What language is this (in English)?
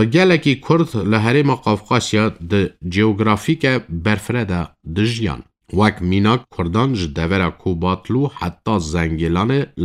Kurdish